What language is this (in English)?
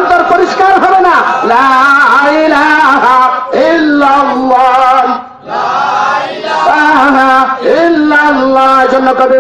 Bangla